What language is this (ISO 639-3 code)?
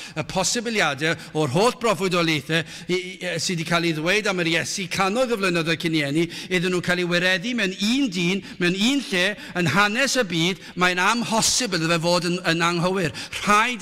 cym